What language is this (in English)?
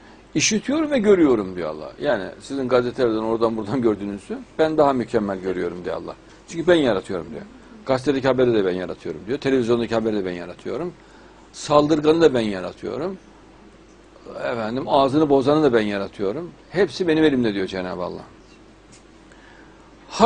Turkish